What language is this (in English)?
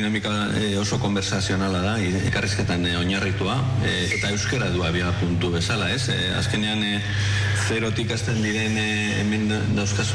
Basque